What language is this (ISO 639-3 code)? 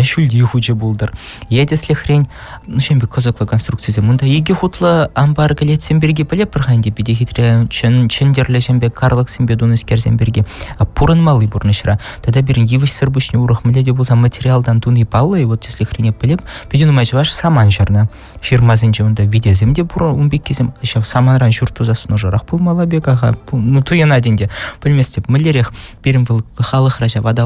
chv